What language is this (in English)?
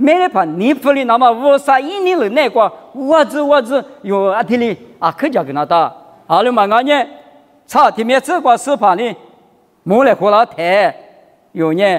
Lisu